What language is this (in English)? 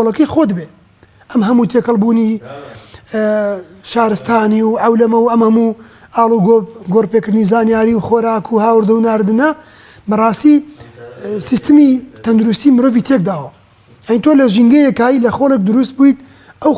Central Kurdish